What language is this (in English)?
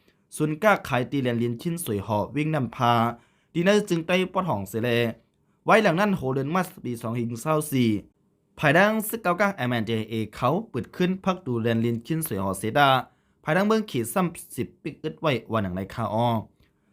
Shan